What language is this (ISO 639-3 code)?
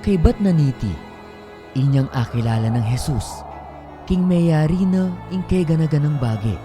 pam